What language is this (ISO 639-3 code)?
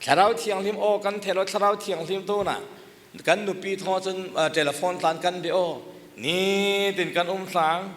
cfm